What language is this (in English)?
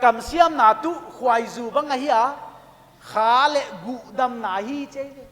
Paite Chin